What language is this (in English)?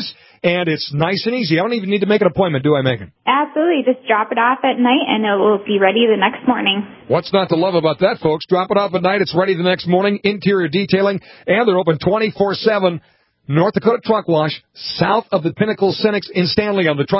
English